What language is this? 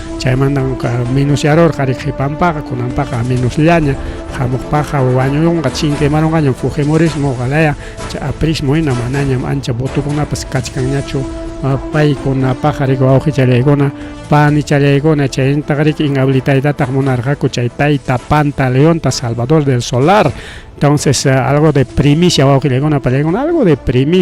Ayacucho Quechua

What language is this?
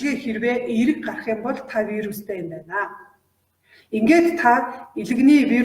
Mongolian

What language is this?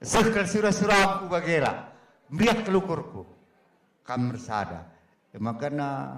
Batak Karo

